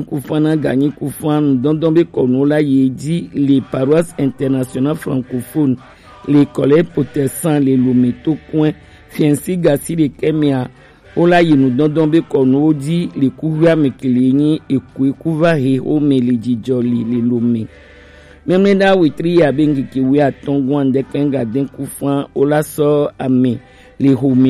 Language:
Gen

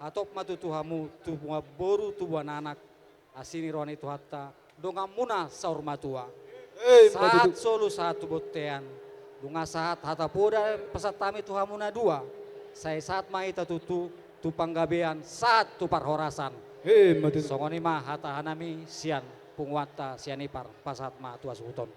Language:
Batak Toba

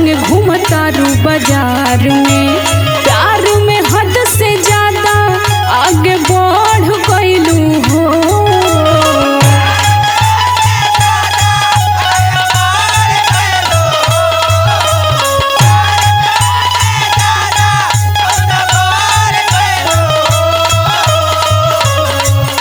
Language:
Bhojpuri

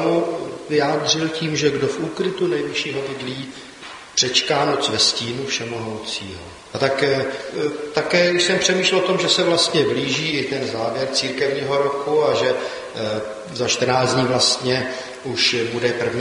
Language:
Czech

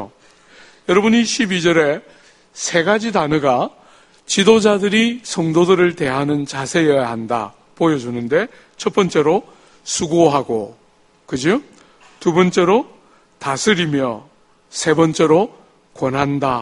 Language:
Korean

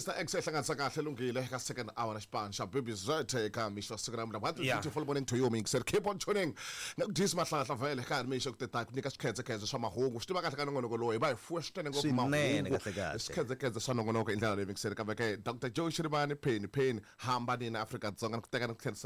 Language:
Tsonga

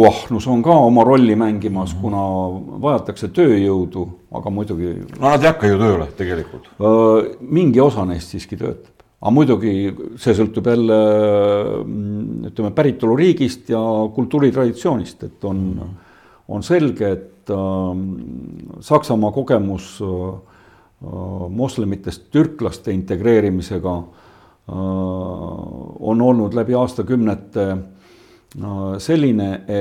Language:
Estonian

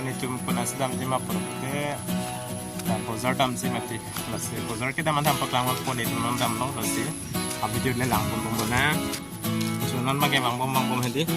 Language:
Karbi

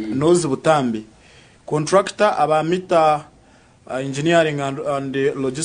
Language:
Nyankole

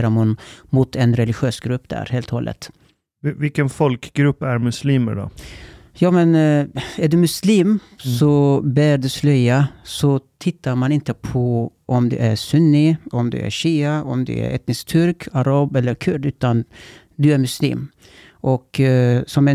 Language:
Swedish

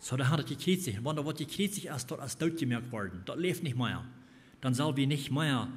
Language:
Plautdietsch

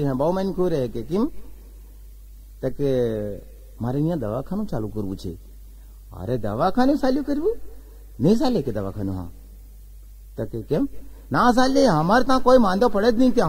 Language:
Gujarati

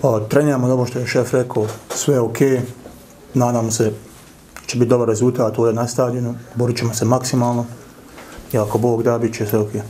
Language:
Bosnian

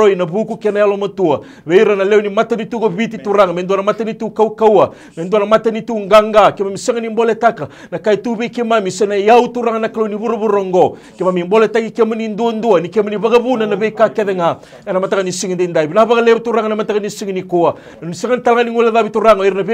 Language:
Fijian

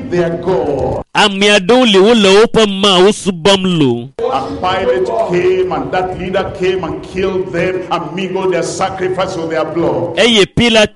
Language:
Ewe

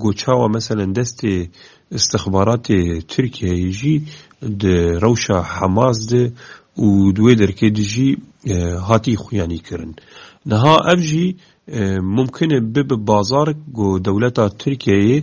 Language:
Kurdish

